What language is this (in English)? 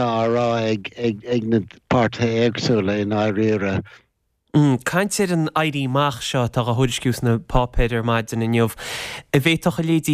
Irish